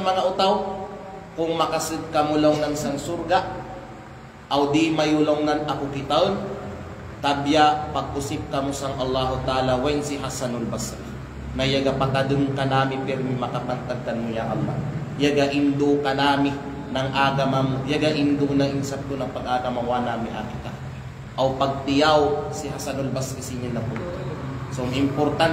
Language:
Kalagan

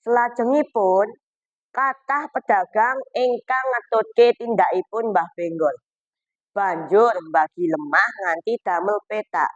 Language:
Javanese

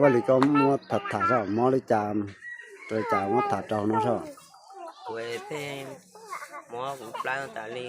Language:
Hmong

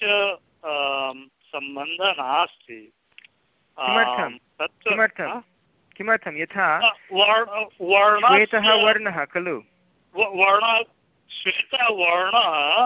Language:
Sanskrit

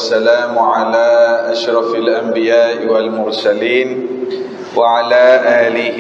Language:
Malay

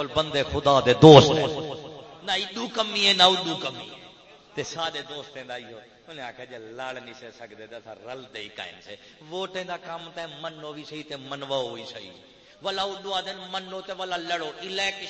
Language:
Saraiki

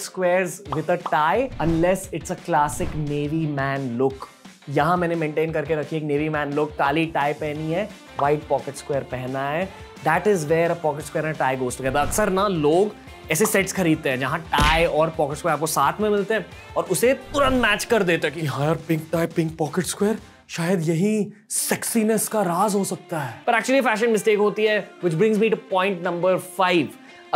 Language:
Hindi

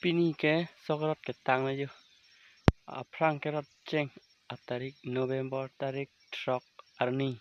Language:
Karbi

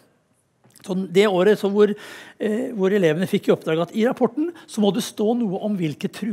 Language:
Norwegian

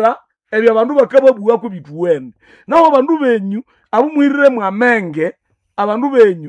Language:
Nande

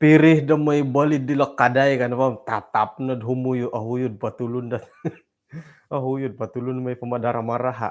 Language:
Central Dusun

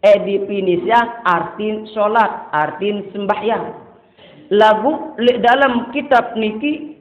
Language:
Sasak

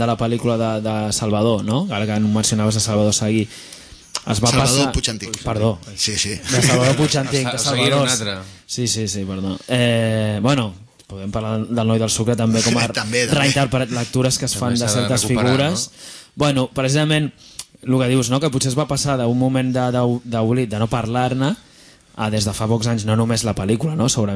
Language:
Catalan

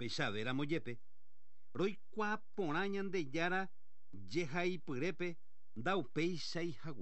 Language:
Guarani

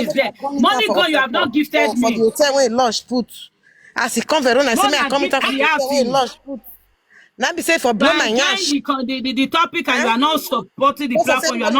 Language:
Nigerian Pidgin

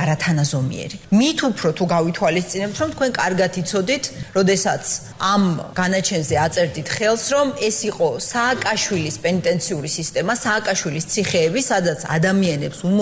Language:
Georgian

